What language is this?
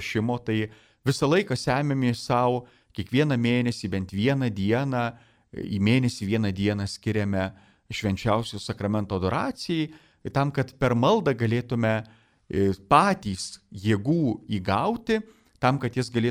Lithuanian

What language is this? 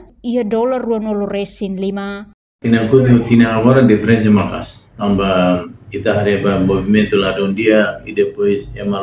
Tetum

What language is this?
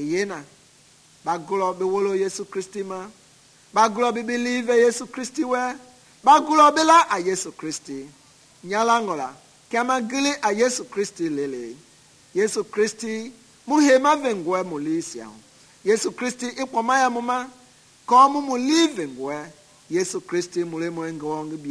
Mende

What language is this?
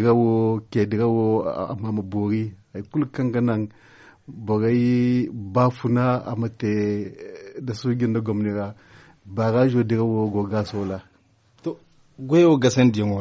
Zarma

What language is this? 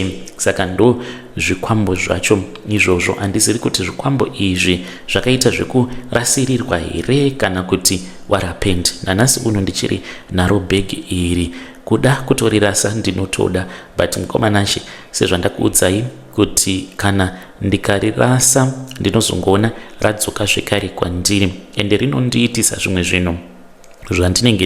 Shona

